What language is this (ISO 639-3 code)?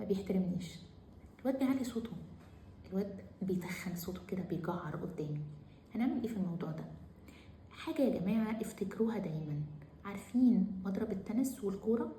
arz